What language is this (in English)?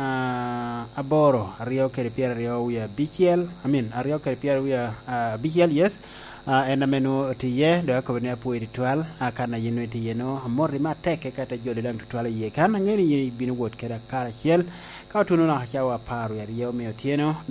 Lango (Uganda)